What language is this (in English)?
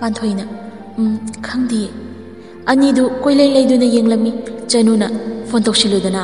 Manipuri